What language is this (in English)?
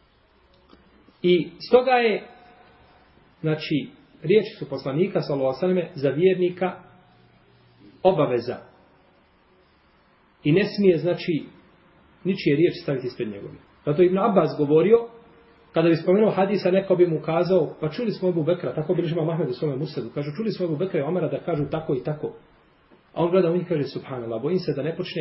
Bosnian